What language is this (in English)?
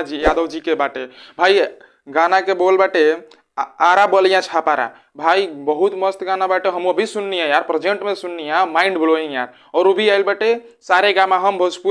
Bhojpuri